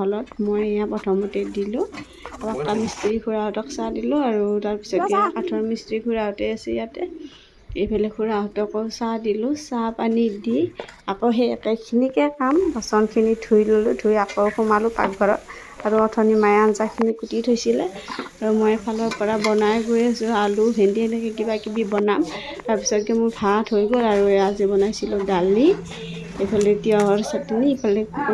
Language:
Assamese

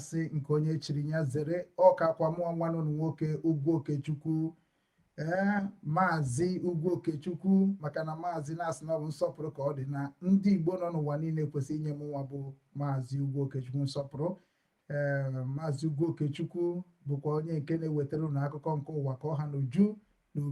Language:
Igbo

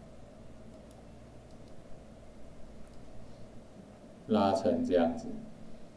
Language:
Chinese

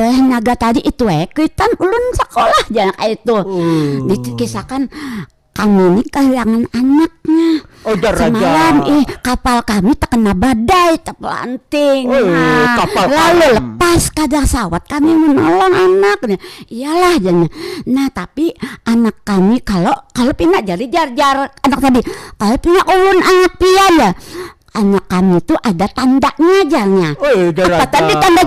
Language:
Banjar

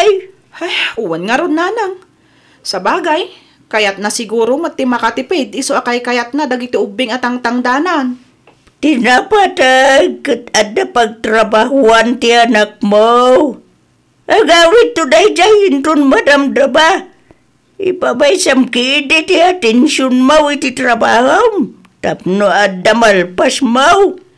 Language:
Iloko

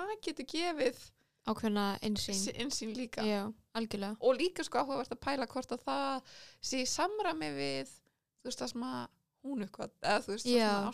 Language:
Icelandic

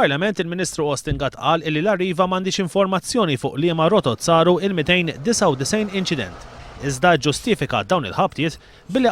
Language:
Maltese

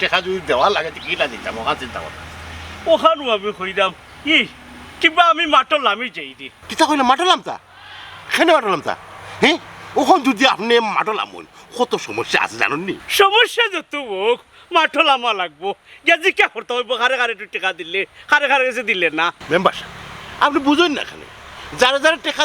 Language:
Sylheti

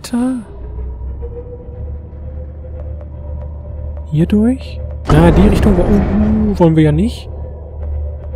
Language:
German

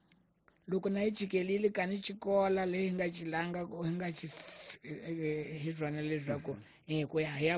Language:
Tsonga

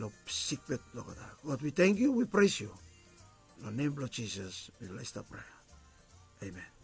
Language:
Bislama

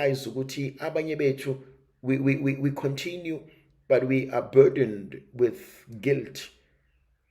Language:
Zulu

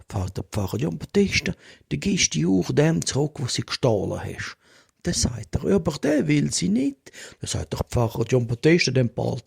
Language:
Swiss German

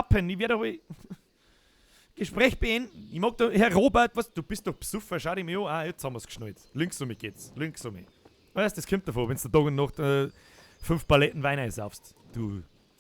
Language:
Bavarian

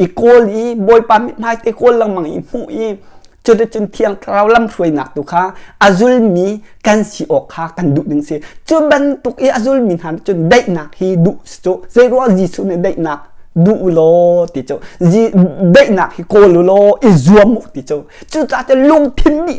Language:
Hakha Chin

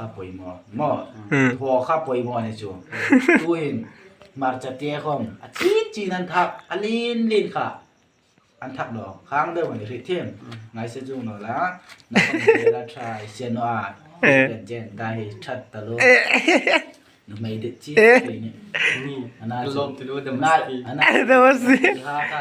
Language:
Hmar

